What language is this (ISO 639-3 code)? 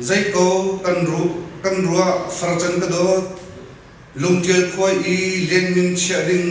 cnh